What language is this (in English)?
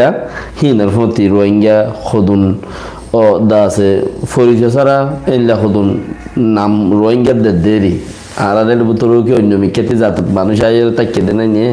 Rohingya